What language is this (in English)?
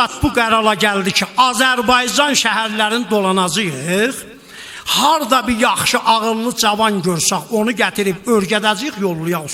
South Azerbaijani